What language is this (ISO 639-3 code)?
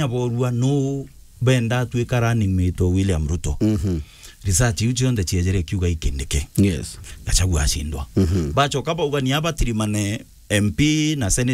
mer